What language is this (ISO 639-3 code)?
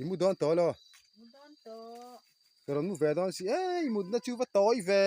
lus